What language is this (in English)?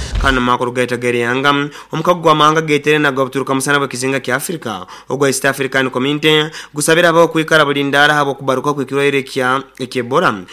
Nyoro